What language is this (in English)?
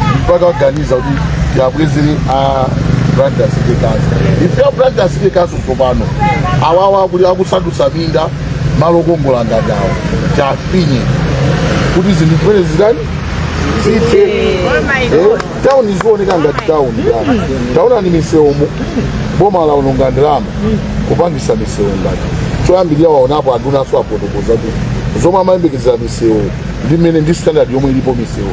Nyanja